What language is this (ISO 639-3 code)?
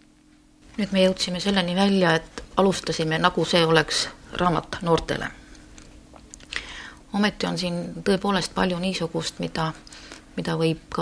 est